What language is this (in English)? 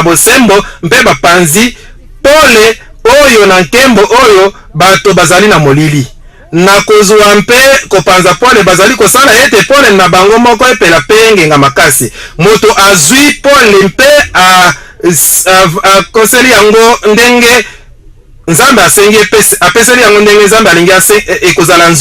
Lingala